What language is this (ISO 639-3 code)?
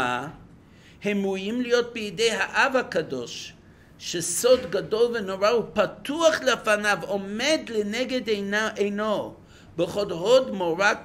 heb